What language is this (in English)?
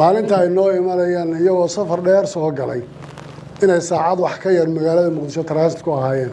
Somali